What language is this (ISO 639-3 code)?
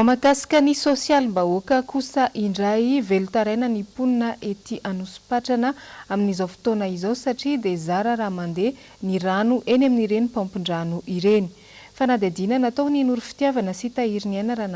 mlg